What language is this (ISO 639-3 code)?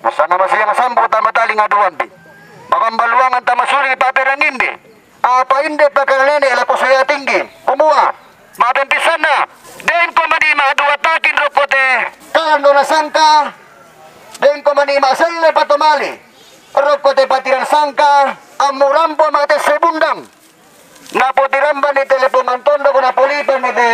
sda